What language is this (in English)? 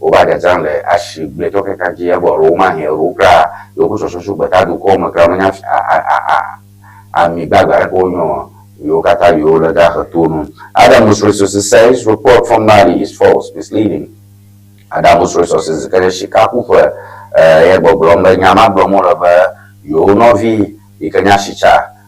Ewe